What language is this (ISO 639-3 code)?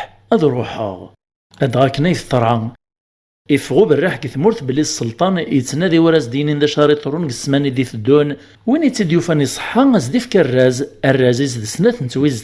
kab